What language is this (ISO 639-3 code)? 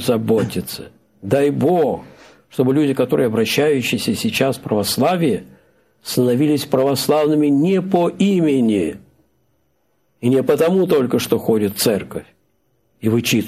rus